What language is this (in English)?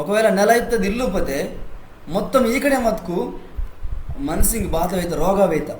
Koya